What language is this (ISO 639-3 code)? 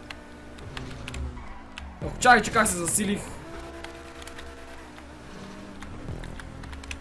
bul